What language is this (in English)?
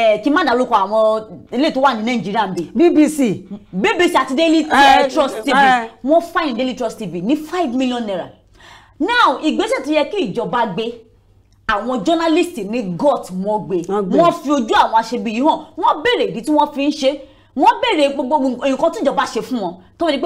Yoruba